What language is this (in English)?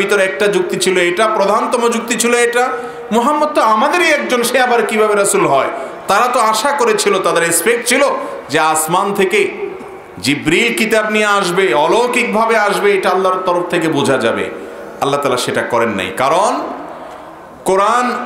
Bangla